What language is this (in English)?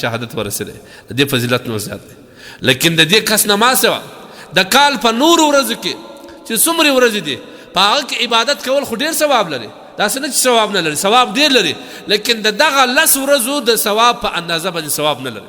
Pashto